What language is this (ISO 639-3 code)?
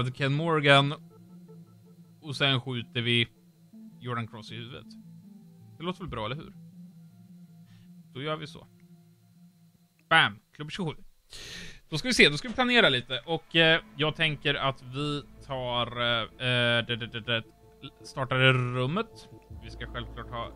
swe